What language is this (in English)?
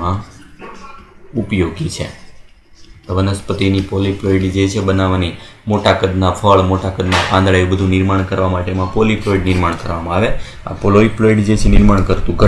Gujarati